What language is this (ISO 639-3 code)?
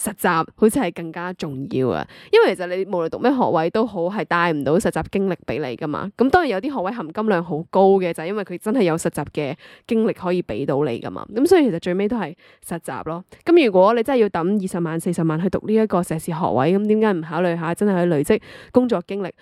yue